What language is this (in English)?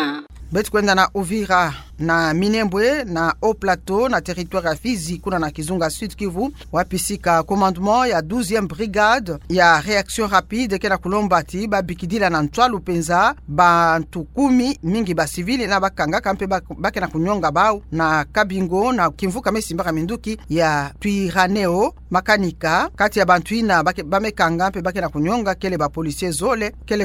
Kituba (Democratic Republic of Congo)